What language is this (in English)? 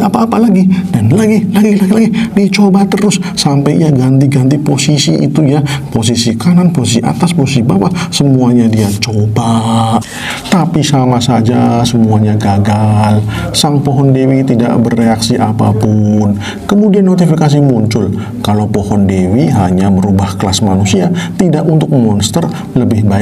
Indonesian